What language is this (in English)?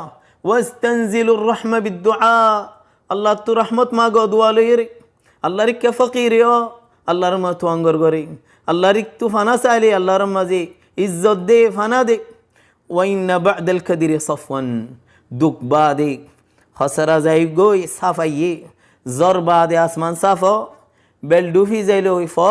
Rohingya